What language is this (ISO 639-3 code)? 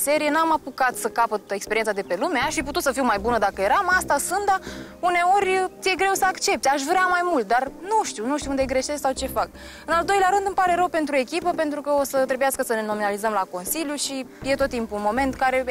ron